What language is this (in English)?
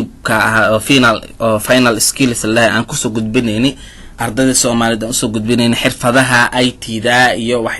Somali